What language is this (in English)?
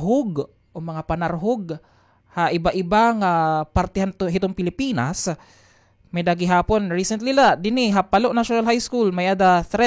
Waray